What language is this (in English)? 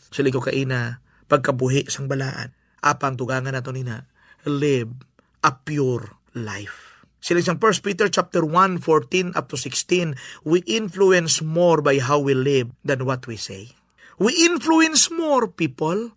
Hiligaynon